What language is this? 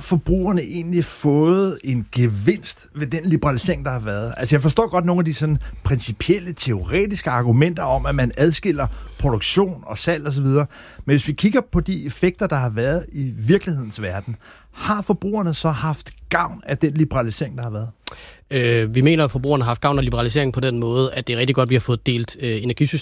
Danish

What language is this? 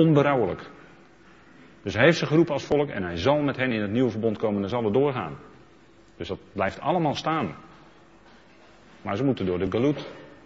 Dutch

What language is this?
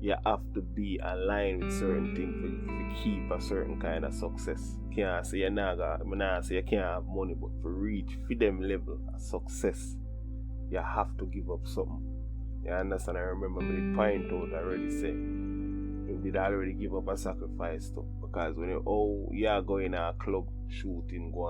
Jamaican Creole English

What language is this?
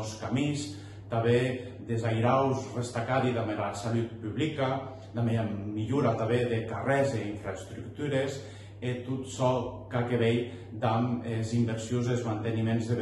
Occitan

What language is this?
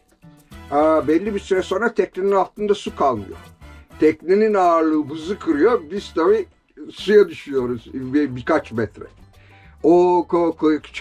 Turkish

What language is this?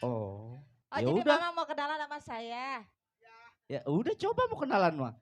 Betawi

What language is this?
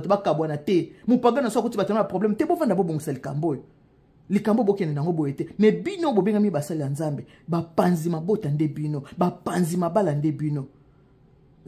Lingala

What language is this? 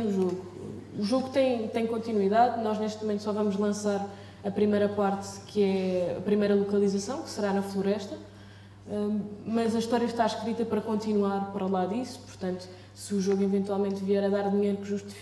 Portuguese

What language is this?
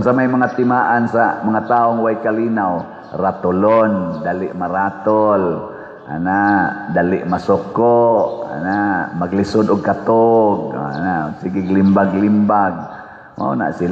Cebuano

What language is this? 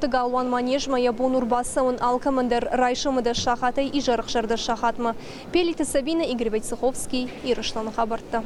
Ossetic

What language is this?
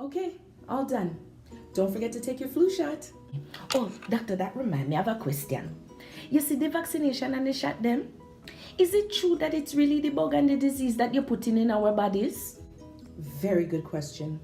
Jamaican Creole English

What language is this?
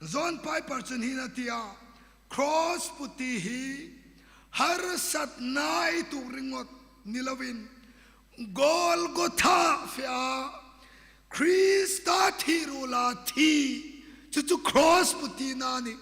Hmar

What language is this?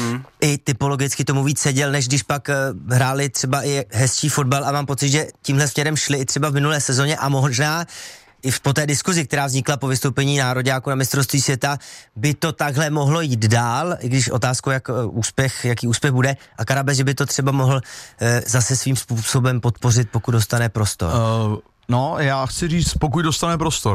Czech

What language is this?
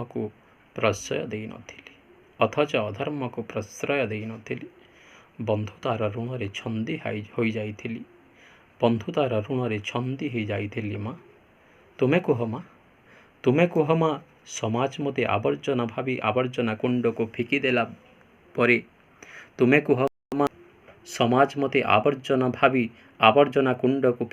Odia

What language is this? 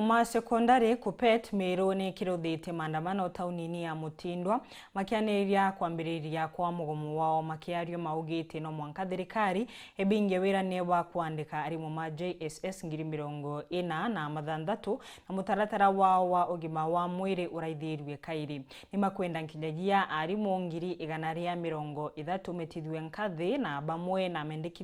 Meru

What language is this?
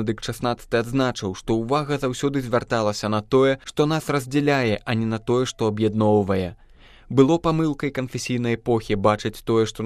Belarusian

